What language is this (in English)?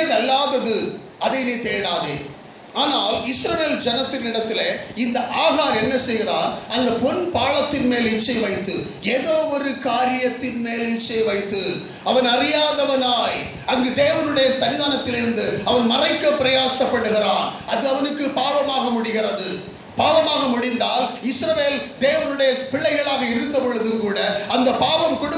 Tamil